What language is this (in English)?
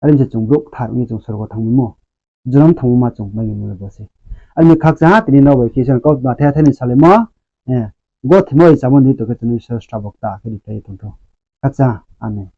Riang (India)